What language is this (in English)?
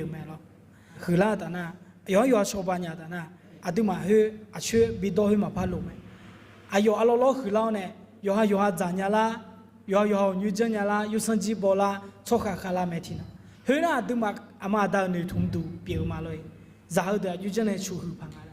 Akha